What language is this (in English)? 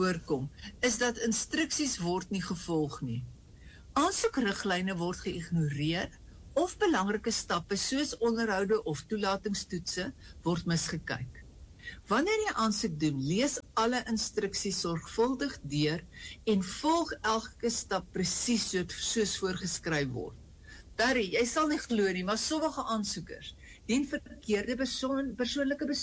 Afrikaans